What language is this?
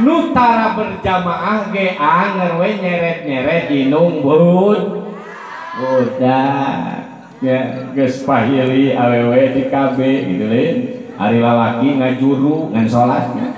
Sundanese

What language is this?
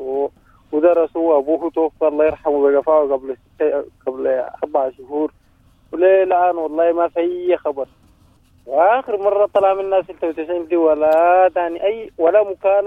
Sudanese Arabic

